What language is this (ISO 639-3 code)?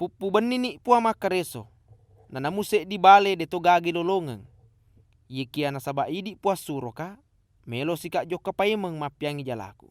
bug